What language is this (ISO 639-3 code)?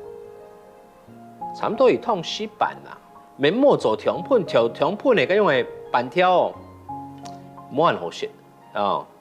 hak